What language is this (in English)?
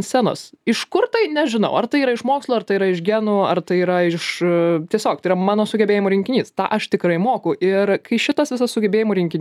Lithuanian